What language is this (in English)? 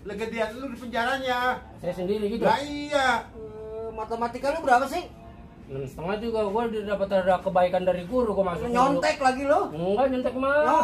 Betawi